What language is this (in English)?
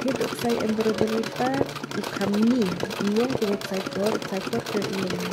Khasi